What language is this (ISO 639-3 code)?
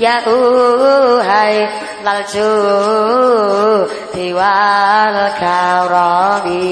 jav